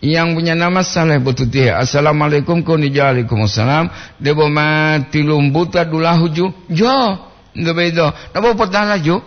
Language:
Gorontalo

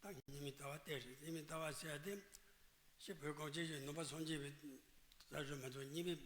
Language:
Tibetan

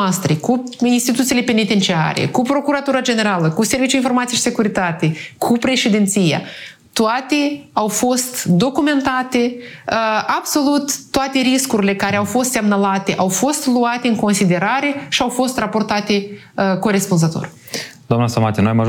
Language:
Romanian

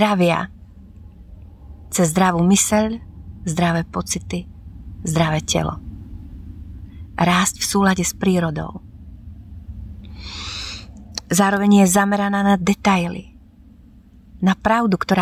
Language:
Slovak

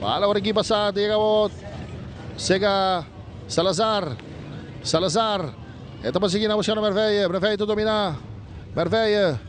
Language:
Papiamento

